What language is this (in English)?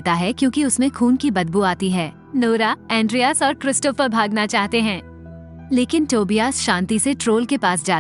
Hindi